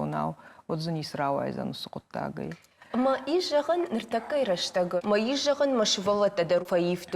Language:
Ossetic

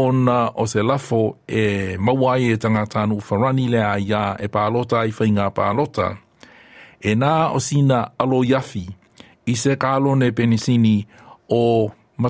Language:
Samoan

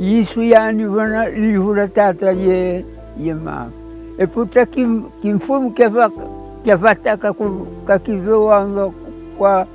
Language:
Kongo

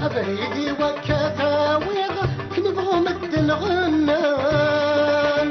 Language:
Kabyle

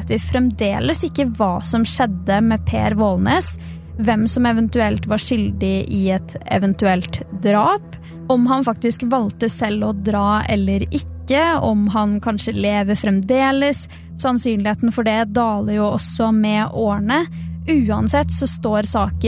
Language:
Norwegian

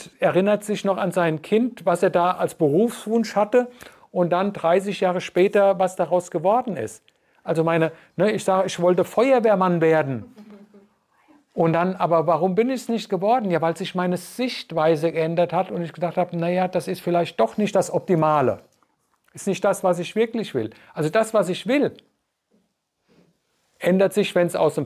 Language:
German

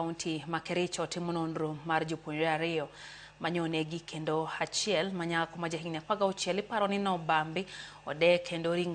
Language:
Luo (Kenya and Tanzania)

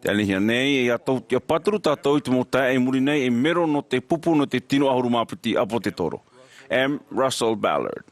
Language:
Tahitian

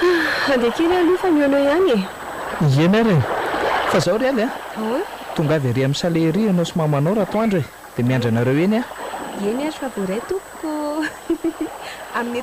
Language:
Malagasy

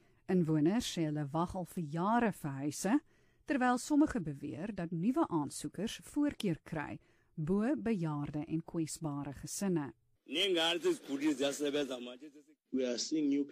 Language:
Afrikaans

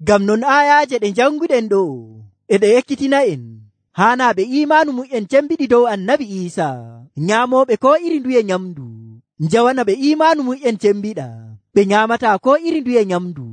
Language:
Nigerian Fulfulde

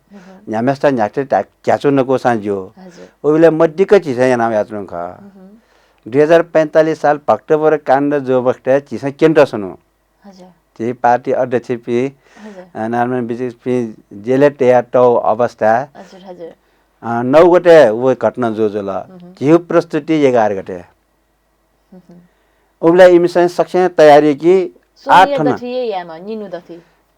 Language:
Newari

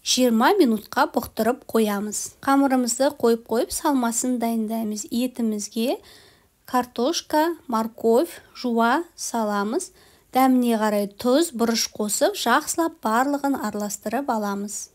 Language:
Kazakh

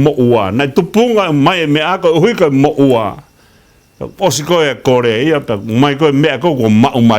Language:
Tongan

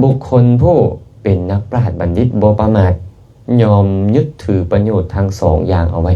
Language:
Lao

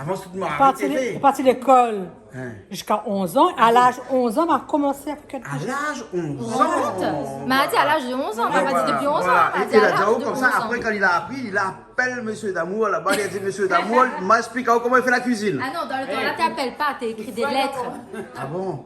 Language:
Réunion Creole French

